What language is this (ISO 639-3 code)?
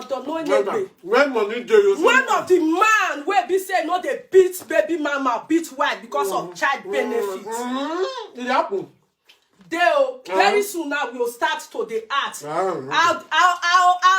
pcm